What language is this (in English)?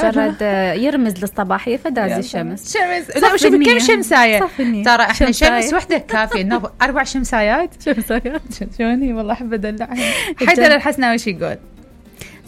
Mesopotamian Arabic